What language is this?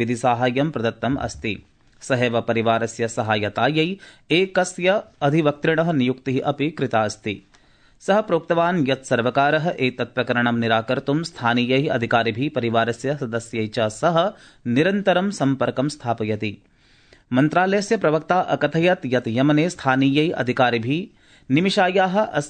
Sanskrit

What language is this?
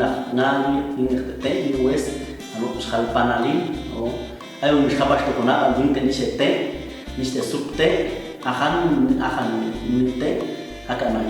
Popti'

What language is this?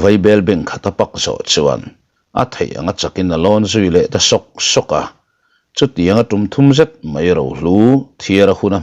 Mizo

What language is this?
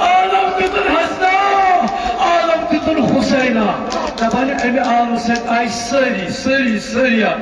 Kashmiri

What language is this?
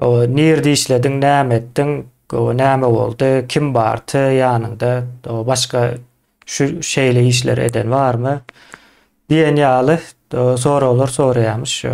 Turkmen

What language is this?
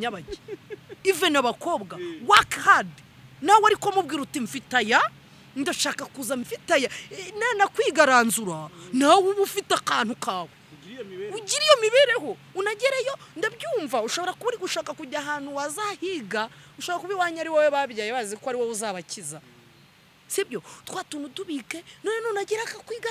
Kinyarwanda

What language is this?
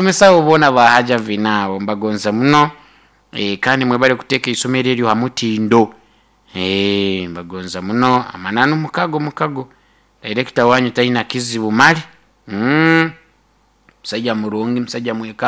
Nyoro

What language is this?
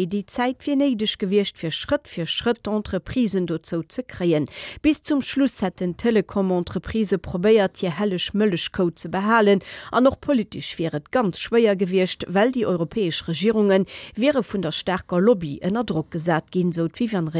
Luxembourgish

